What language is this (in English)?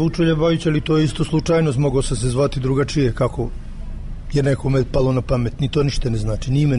Serbian